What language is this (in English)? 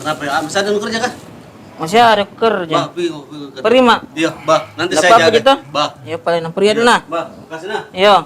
Makassar Malay